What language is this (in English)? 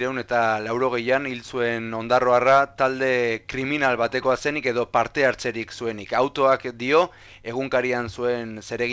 Basque